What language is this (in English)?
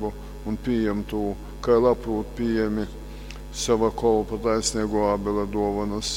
Latgalian